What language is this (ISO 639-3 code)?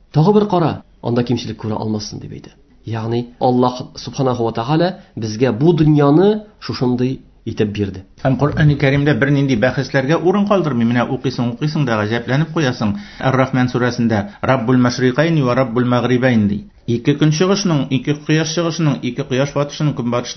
tat